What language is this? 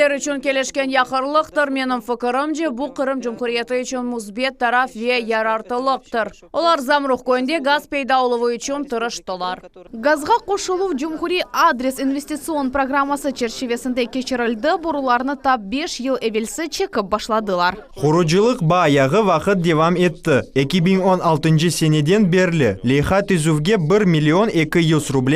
Crimean Tatar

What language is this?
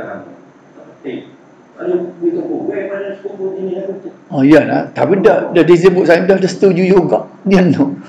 Malay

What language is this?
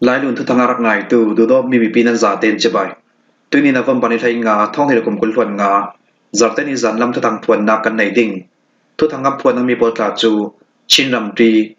Falam Chin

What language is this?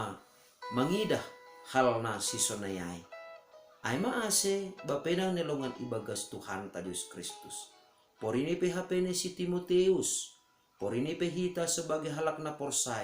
Batak Simalungun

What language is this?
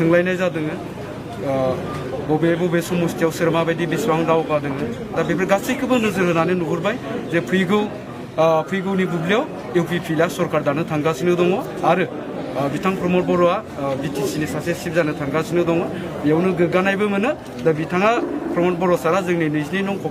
Bodo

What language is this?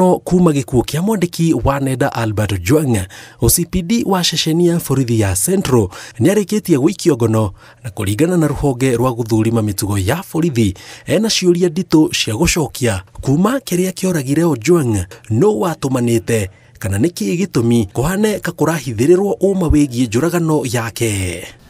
Kikuyu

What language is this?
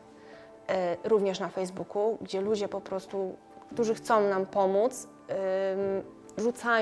Polish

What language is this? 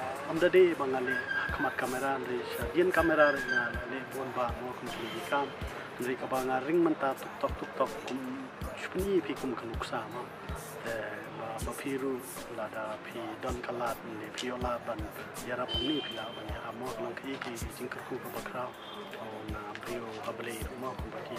Khasi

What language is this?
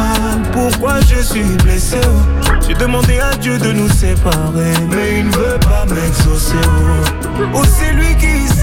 French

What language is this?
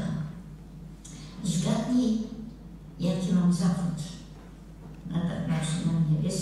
Polish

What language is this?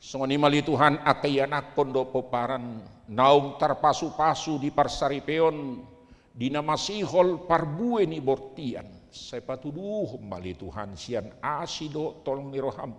Batak Toba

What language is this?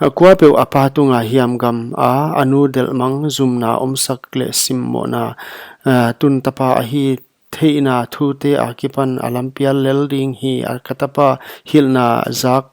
Paite Chin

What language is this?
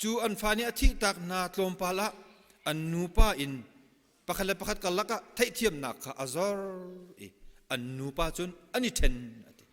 Hakha Chin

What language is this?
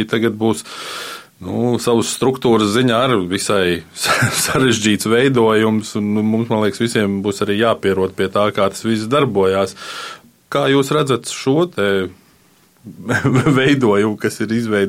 Latvian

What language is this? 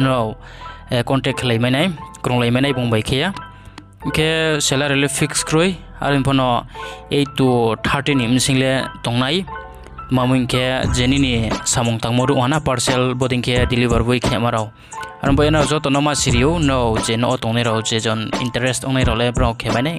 Riang (India)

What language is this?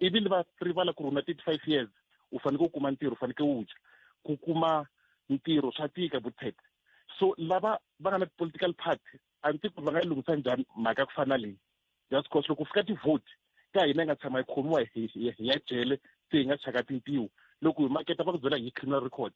Tsonga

